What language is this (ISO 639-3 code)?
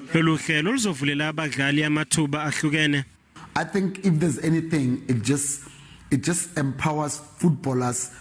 zul